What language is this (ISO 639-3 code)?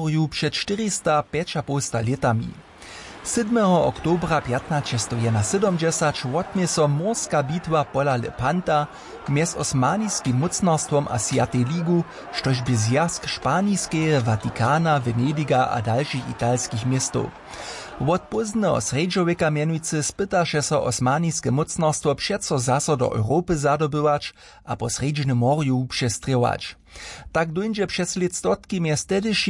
hsb